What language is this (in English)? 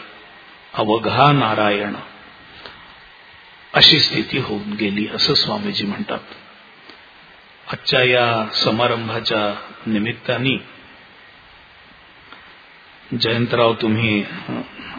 Marathi